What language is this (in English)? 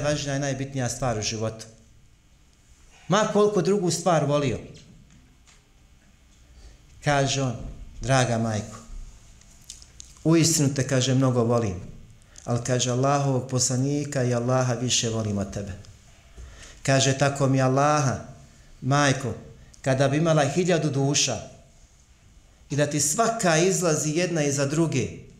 Bosnian